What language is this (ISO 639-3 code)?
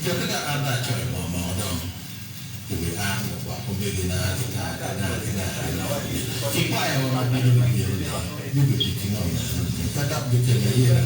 ach